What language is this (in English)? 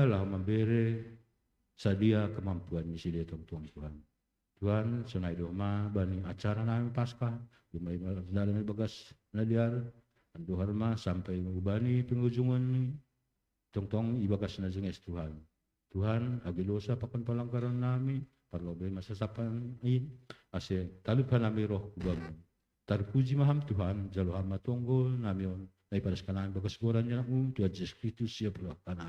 Batak Simalungun